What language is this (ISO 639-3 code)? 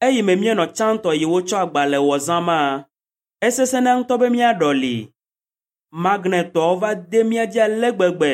ewe